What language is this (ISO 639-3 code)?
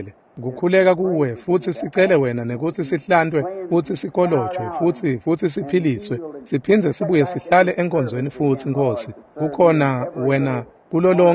ssw